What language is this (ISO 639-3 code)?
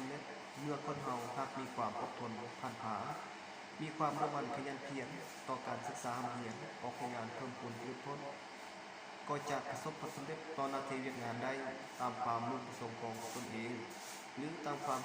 lao